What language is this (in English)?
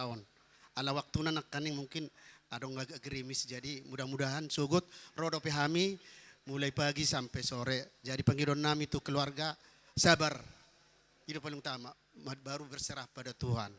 Batak Toba